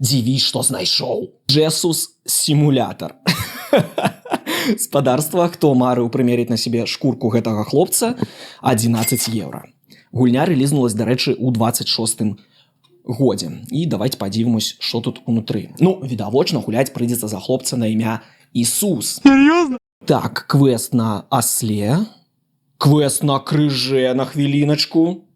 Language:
Belarusian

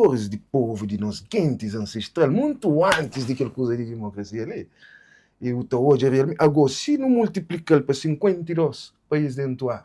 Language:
Kabuverdianu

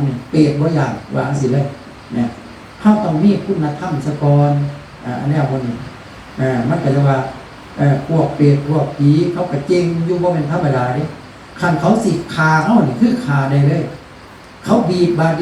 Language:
Northeastern Thai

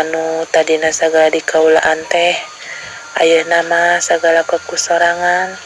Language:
Sundanese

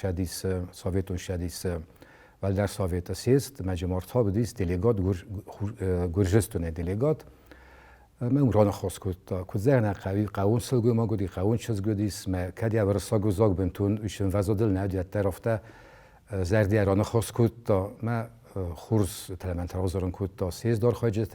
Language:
Ossetic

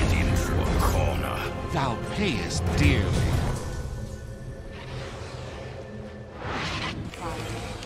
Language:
English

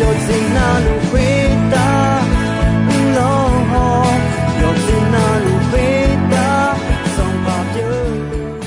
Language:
Akha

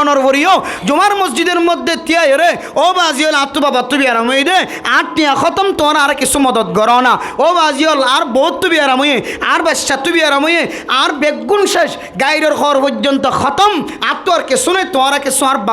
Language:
Rohingya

